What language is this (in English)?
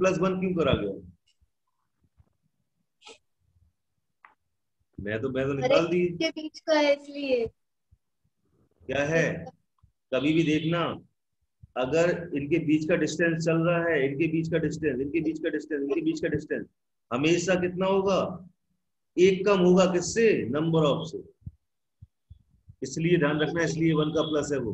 Hindi